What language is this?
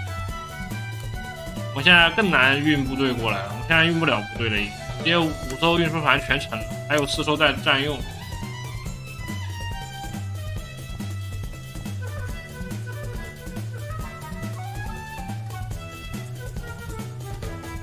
Chinese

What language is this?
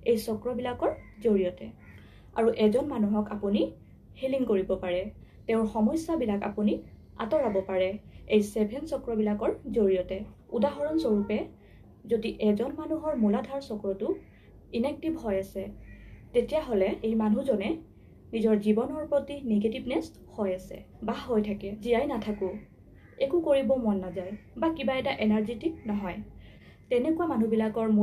Assamese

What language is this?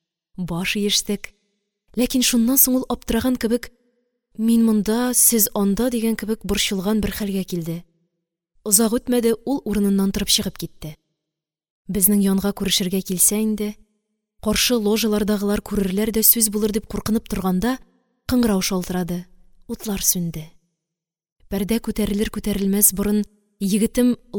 Tatar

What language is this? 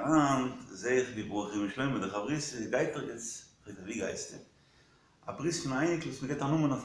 Yiddish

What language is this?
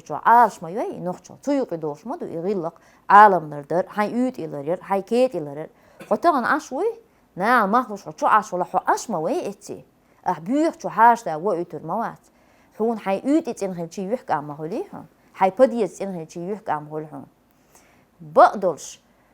Chechen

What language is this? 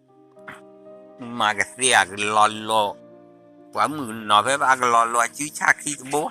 S'gaw Karen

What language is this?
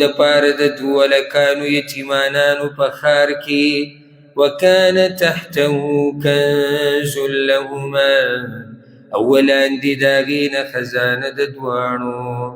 Pashto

